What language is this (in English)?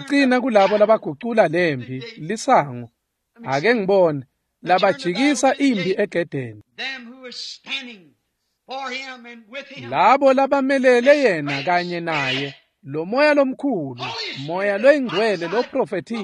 Swati